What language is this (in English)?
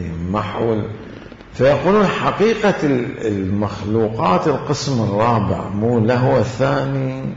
Mesopotamian Arabic